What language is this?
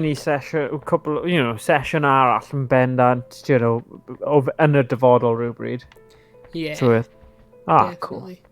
Welsh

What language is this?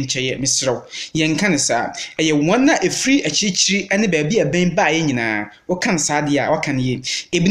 Akan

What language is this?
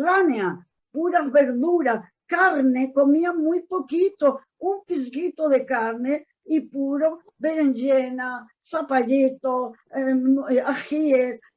Ladino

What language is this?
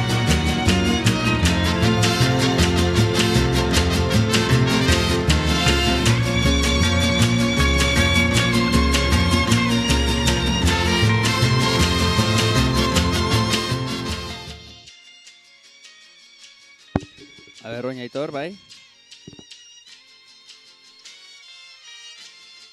Basque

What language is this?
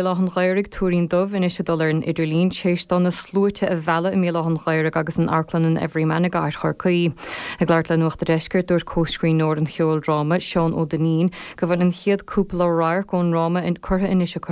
Irish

